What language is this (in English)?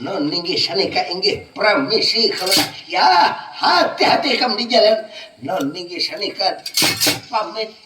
Banjar